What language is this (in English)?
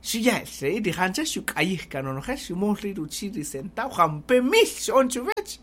Kaqchikel